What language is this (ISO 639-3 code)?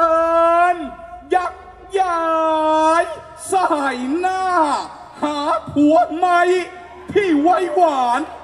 tha